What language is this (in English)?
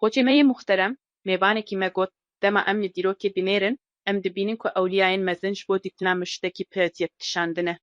Kurdish